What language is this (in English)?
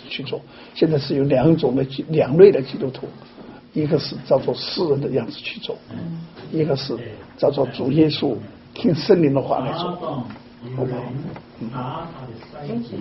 Chinese